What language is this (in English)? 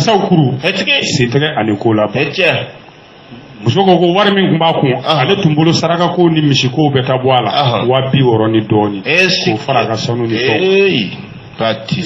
Bambara